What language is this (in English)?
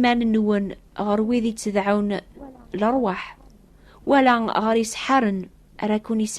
Kabyle